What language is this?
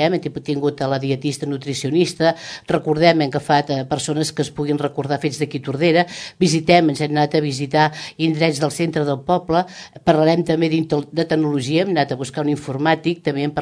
Catalan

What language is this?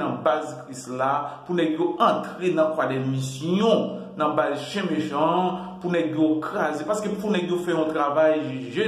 Haitian Creole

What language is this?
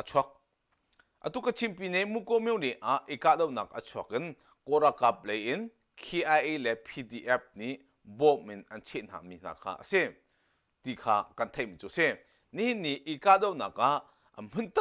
Hakha Chin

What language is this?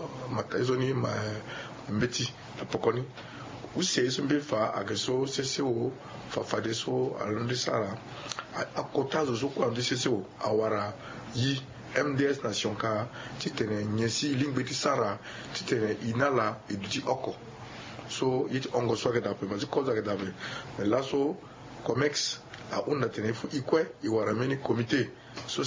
Sango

